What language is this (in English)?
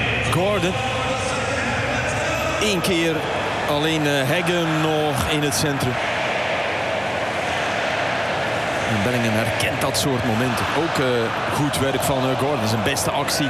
Dutch